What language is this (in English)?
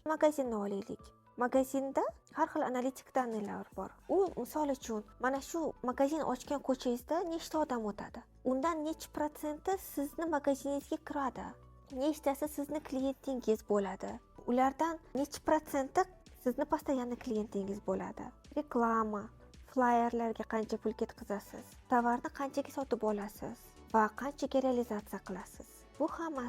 Uzbek